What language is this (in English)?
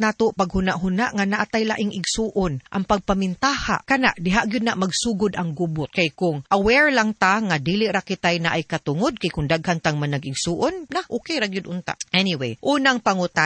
Cebuano